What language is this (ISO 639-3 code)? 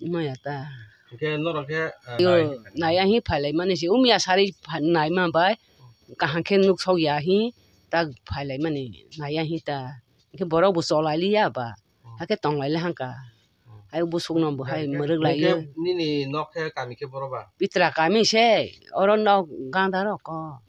trp